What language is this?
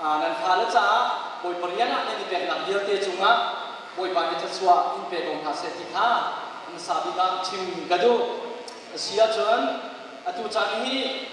Hakha Chin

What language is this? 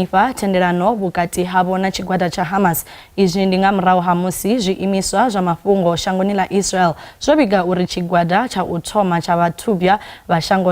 Venda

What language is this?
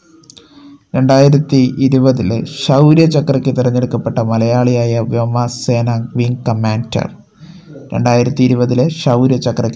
Malayalam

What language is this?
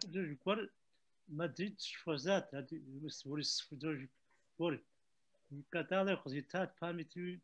Kabardian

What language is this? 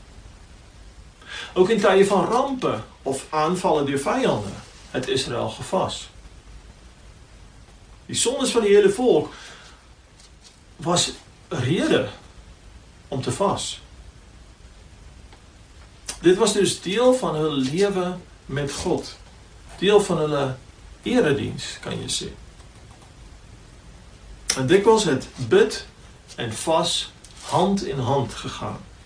Afrikaans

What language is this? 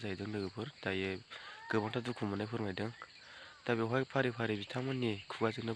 Bodo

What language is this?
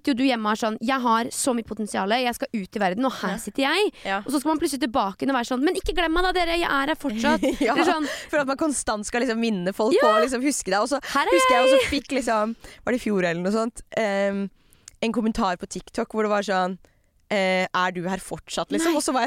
Norwegian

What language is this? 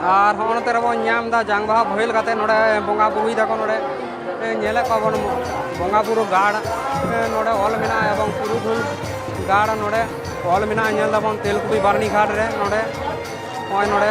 Santali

